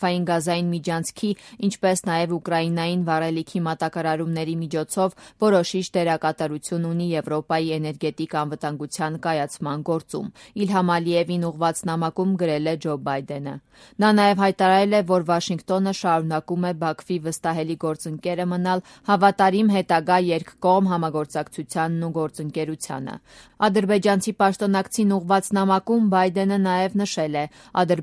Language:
Armenian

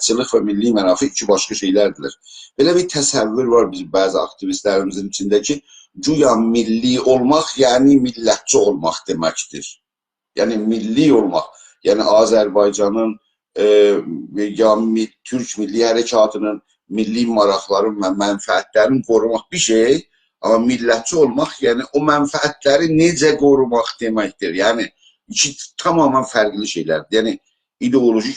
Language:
South Azerbaijani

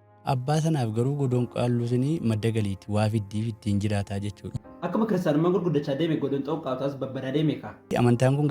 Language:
Oromo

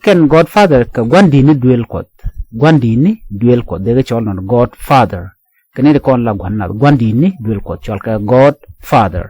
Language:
Nuer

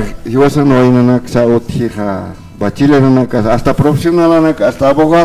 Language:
Aymara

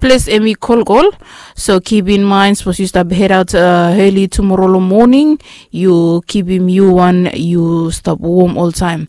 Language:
Bislama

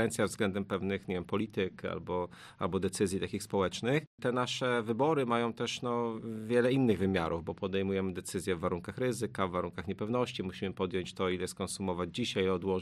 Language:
Polish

